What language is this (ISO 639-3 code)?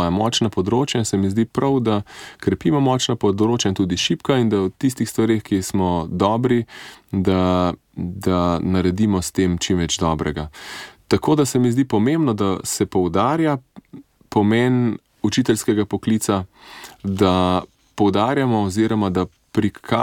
slv